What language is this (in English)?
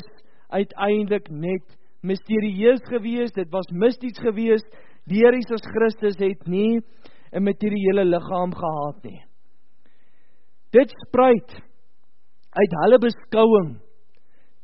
Afrikaans